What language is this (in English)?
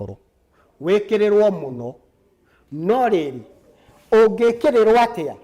Kikuyu